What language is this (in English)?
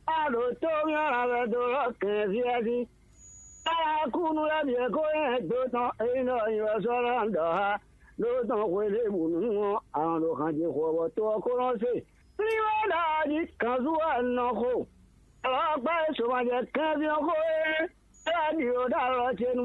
Fon